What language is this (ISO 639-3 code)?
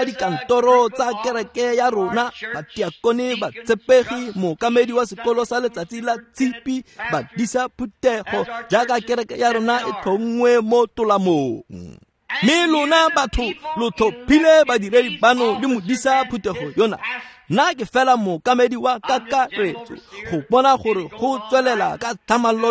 tsn